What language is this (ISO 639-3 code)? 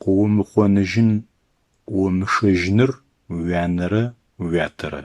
ady